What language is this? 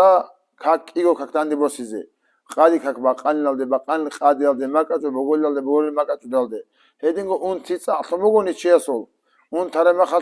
Avaric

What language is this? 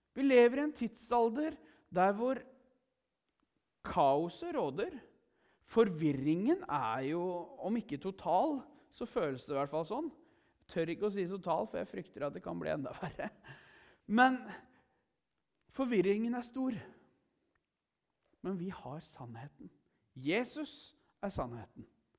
Norwegian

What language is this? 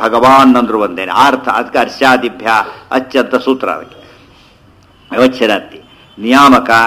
Kannada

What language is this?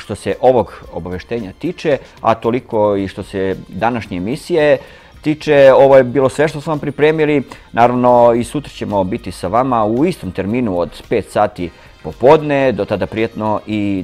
Serbian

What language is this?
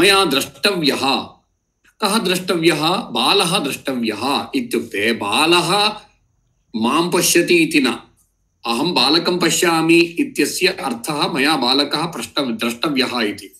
Sanskrit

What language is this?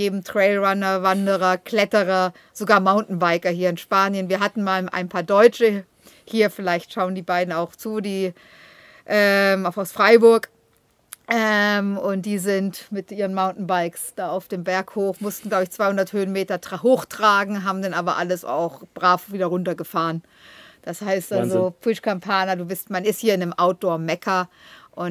German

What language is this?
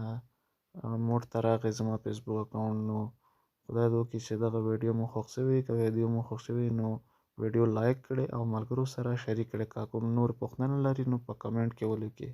Pashto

